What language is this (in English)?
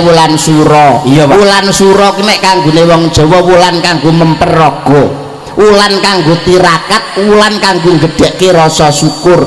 Javanese